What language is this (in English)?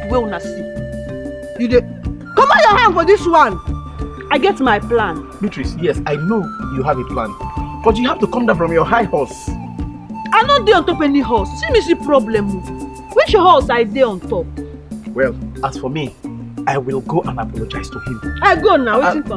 Nigerian Pidgin